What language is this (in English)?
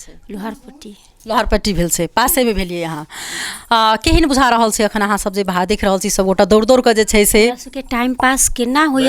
Maithili